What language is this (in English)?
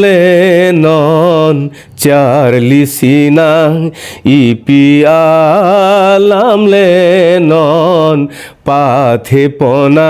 Karbi